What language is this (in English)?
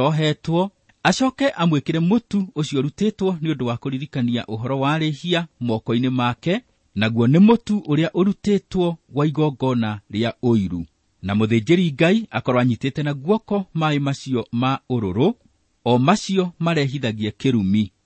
Kikuyu